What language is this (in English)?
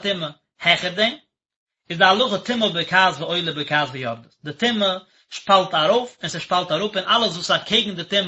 Yiddish